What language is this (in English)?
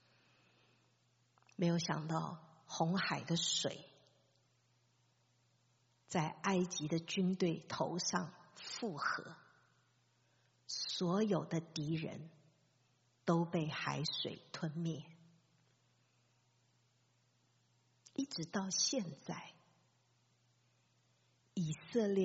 Chinese